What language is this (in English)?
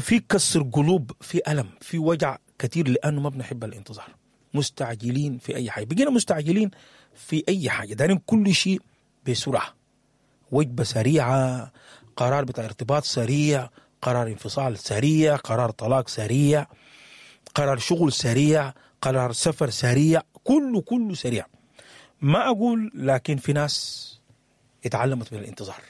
Sudanese Arabic